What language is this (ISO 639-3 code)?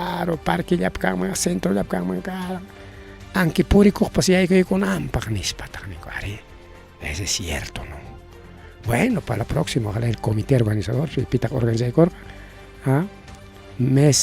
quy